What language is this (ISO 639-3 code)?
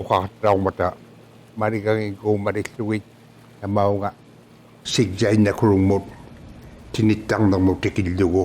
iku